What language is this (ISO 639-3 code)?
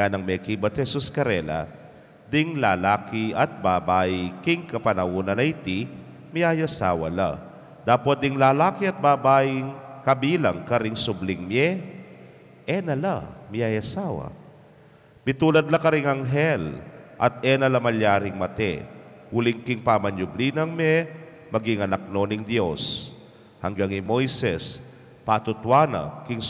pam